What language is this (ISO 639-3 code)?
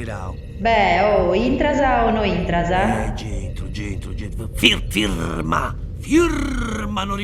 srd